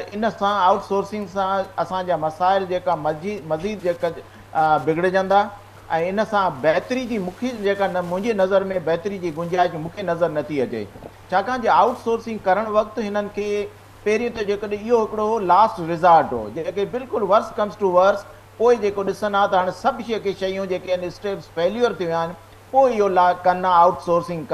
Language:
Sindhi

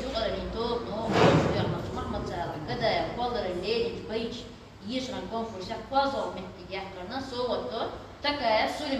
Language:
Chechen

